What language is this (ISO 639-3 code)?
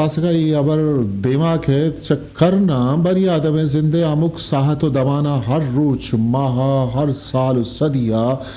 bgp